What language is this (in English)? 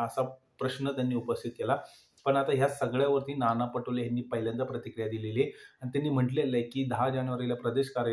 Marathi